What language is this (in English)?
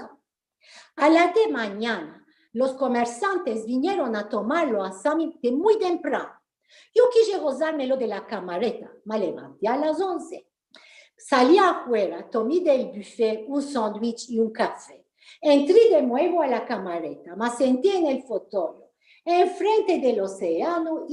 Ladino